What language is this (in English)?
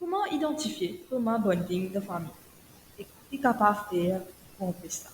Morisyen